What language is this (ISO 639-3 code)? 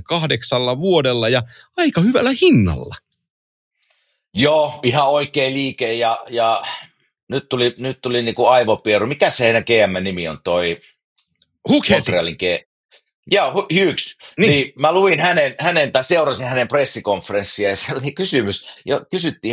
fin